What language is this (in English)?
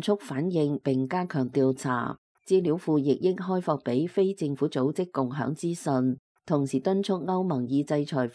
Cantonese